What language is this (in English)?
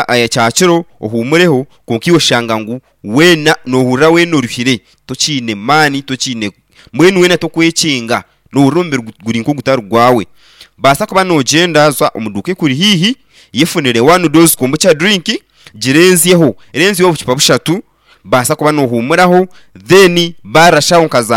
Nyankole